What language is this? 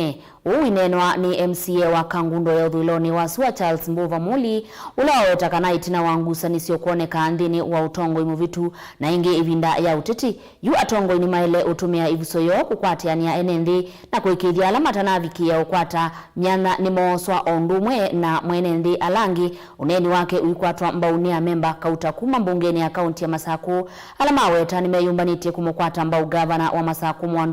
Kamba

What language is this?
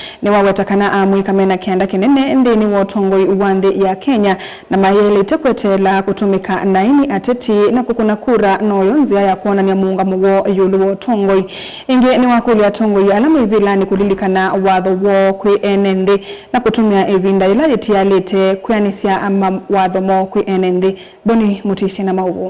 Kamba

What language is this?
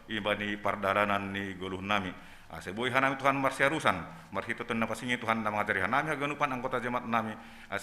Batak Simalungun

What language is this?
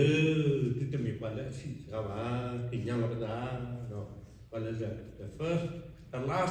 S'gaw Karen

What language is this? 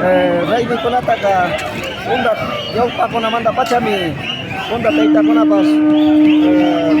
Imbabura Highland Quichua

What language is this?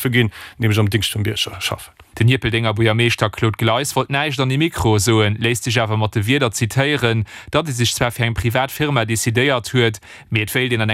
Luxembourgish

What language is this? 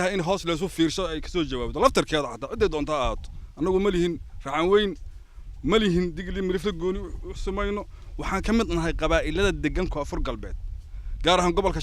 Somali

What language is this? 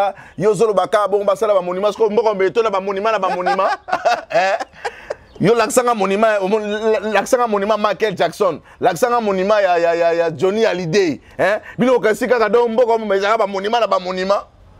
Lingala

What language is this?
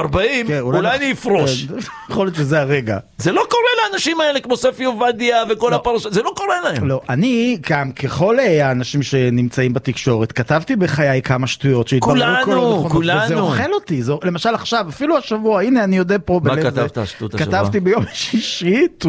Hebrew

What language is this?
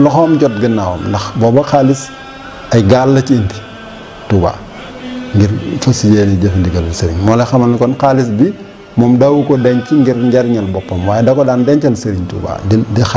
Wolof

